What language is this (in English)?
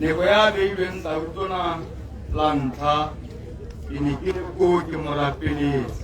Tswana